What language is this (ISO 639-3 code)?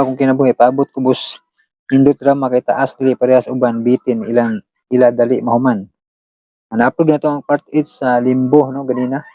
ceb